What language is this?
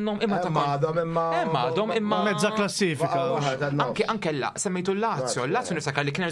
Maltese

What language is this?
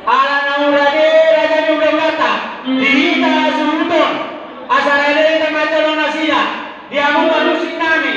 Batak Toba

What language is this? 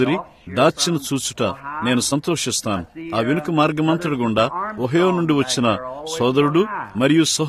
Telugu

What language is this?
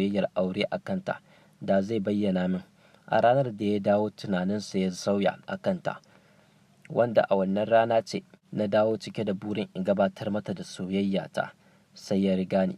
Hausa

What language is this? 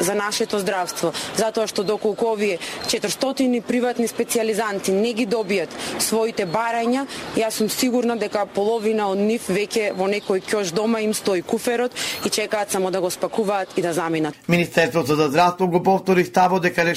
Macedonian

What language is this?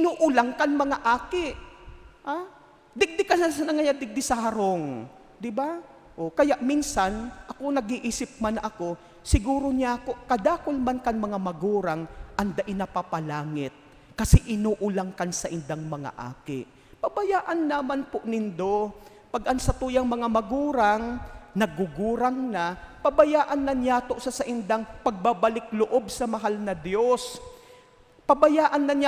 Bikol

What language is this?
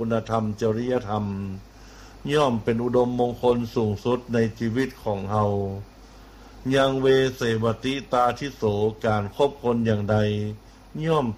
Thai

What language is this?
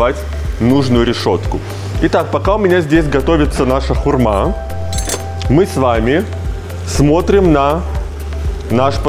Russian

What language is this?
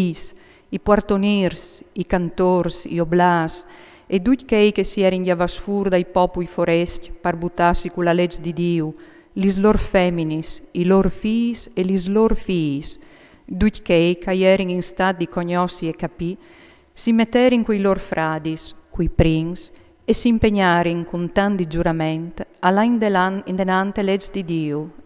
Friulian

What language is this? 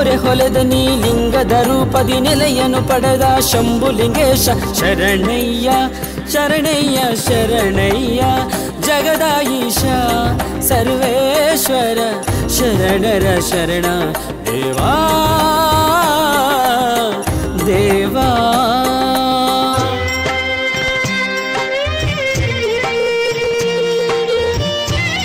Kannada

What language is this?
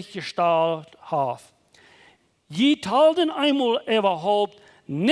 Plautdietsch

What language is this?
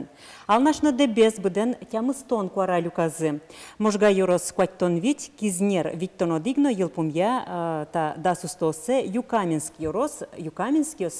Udmurt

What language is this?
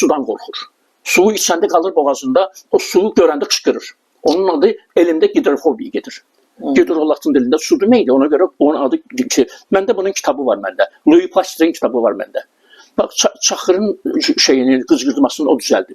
Azerbaijani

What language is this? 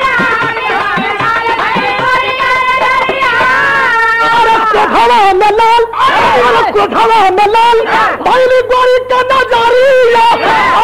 Bhojpuri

